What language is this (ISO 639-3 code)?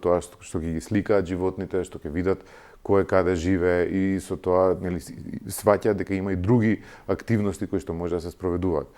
mkd